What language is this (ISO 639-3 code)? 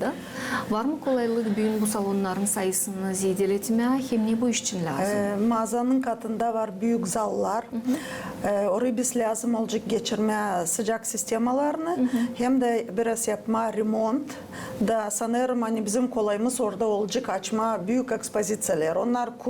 gag